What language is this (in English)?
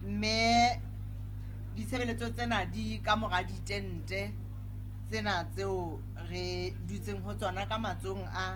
Southern Sotho